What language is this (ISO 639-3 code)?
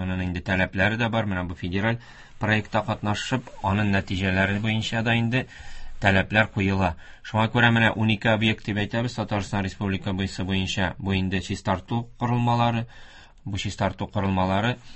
tat